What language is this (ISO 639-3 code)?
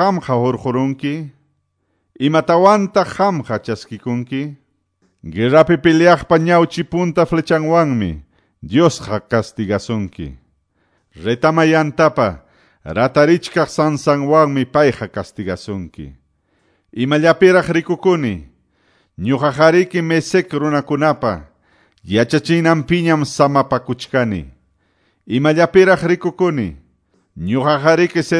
que